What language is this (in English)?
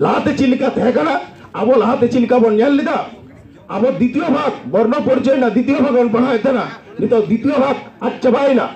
Santali